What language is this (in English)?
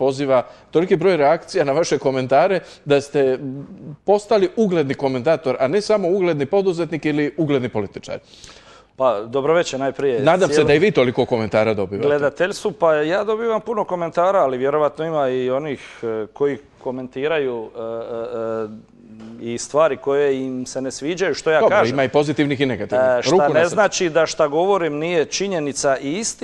Croatian